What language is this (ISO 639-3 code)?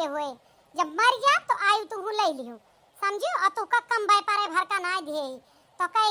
awa